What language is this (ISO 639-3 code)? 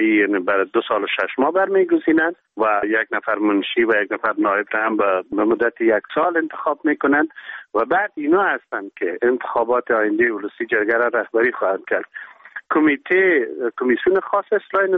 fas